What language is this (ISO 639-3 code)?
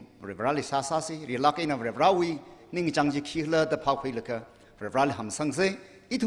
nmf